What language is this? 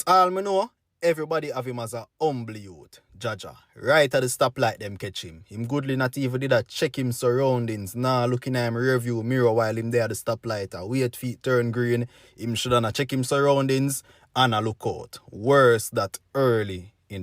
Jamaican Creole English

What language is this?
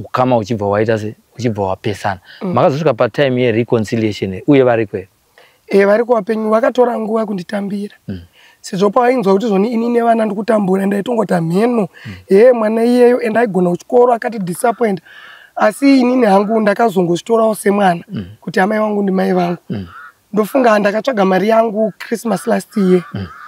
Shona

